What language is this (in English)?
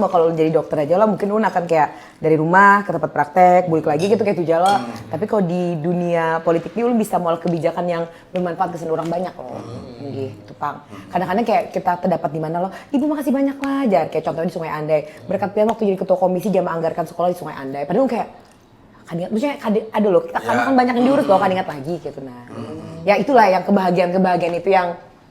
Banjar